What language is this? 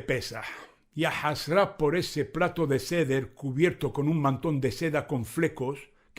Ladino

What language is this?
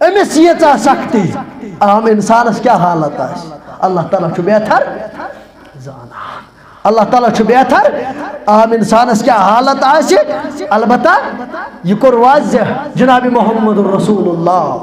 Kashmiri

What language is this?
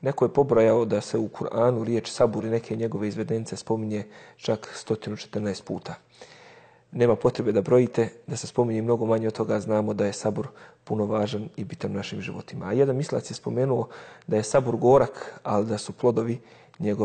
Bosnian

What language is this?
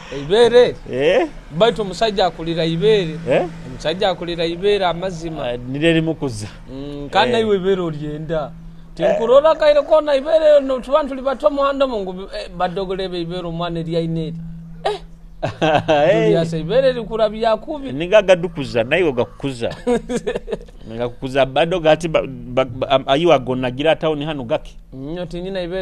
Nyoro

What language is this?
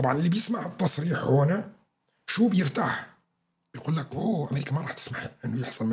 North Levantine Arabic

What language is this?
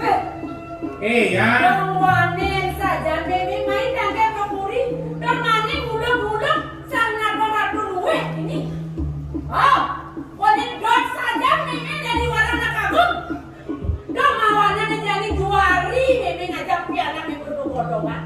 Balinese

